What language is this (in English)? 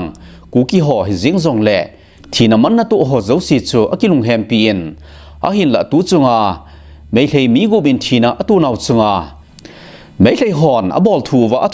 Thado Chin